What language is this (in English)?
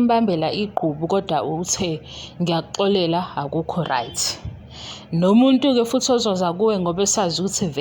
Zulu